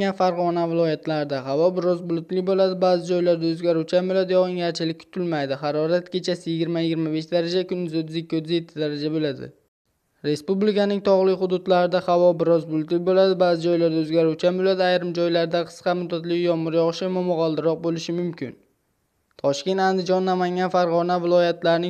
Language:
Uzbek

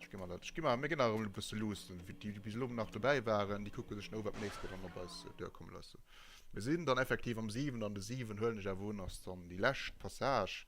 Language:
Luxembourgish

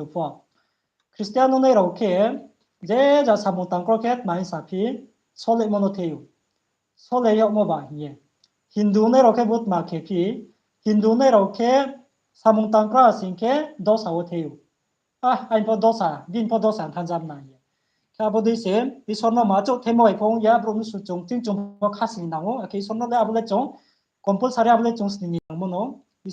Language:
Riang (India)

